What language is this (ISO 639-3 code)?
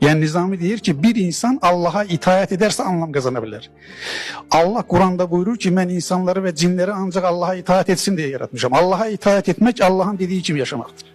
aze